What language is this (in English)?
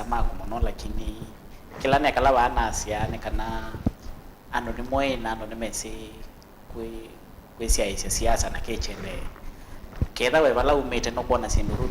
Kamba